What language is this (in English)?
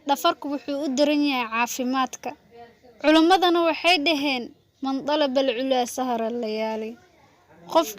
Somali